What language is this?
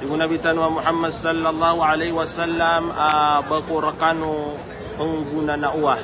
Maranao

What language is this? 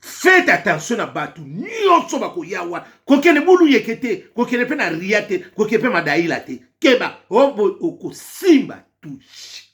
Lingala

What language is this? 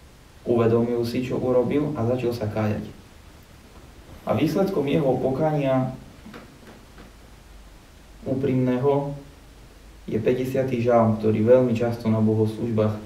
Slovak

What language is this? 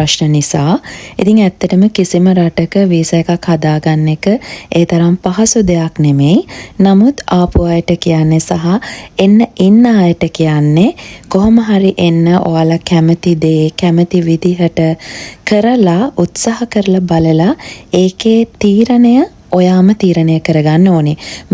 Sinhala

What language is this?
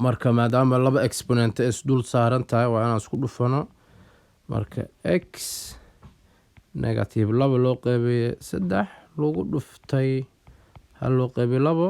Somali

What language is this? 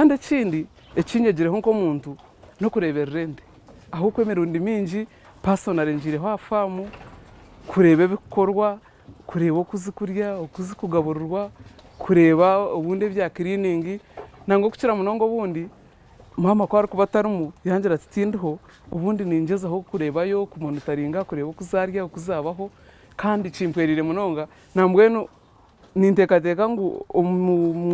Nyankole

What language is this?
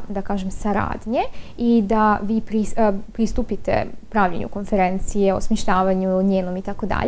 Serbian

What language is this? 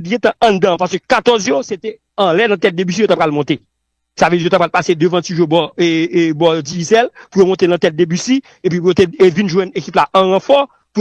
Haitian Creole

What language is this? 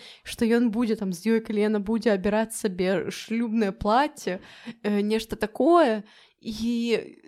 Belarusian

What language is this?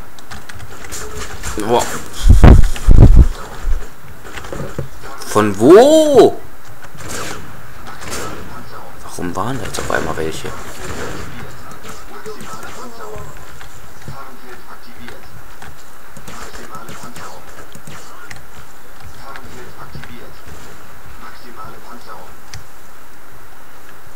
German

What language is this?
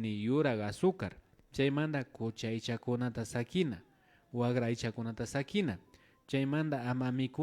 Imbabura Highland Quichua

